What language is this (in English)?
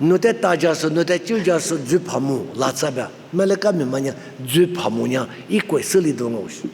Lisu